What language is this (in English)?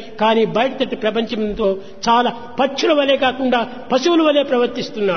Telugu